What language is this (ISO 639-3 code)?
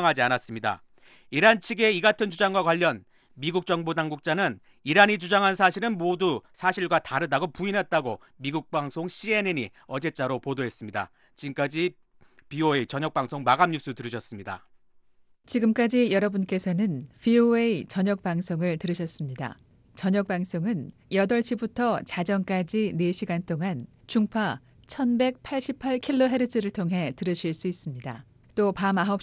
kor